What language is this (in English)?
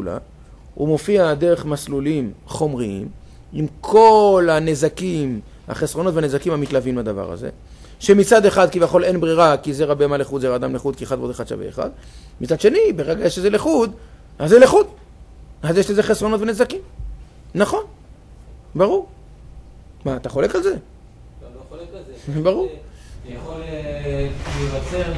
Hebrew